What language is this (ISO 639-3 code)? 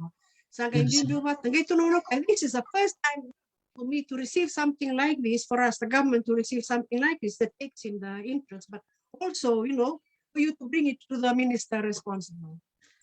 fij